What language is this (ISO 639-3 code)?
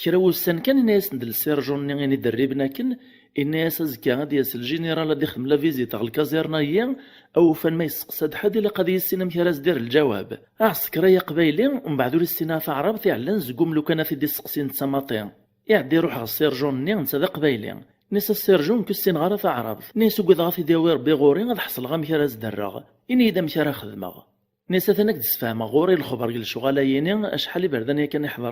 kab